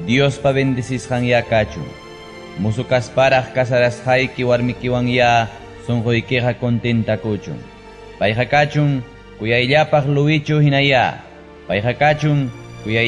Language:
Ayacucho Quechua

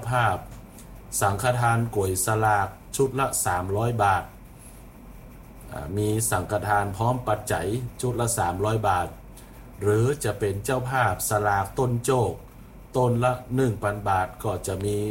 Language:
Thai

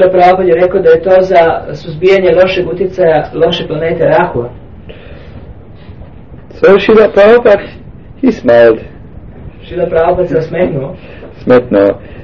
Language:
Croatian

